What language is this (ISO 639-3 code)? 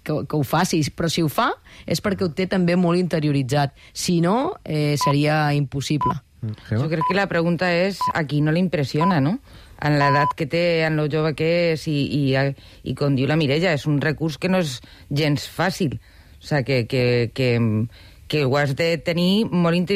cat